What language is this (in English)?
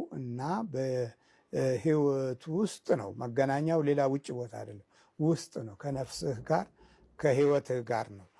Amharic